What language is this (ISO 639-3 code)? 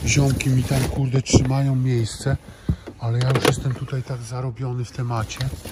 pol